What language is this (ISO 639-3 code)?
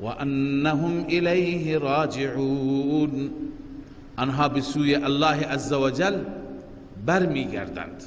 fas